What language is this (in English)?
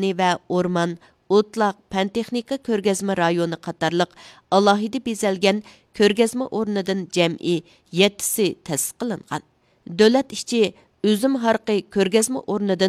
Uyghur